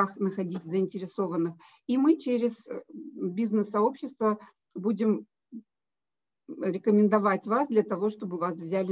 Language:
Russian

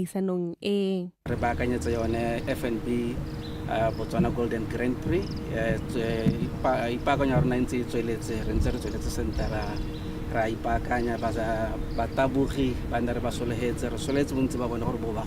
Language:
Tswana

